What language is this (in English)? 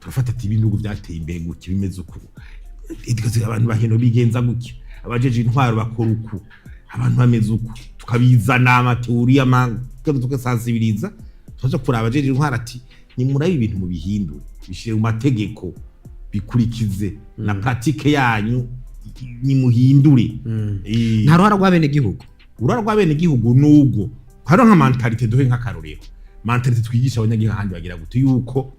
Rundi